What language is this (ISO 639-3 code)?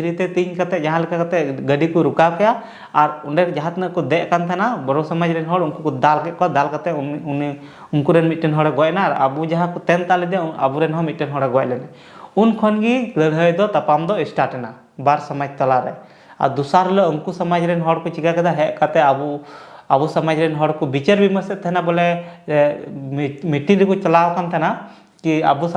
sat